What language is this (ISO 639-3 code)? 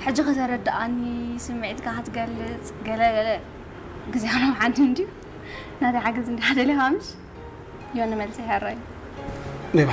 tir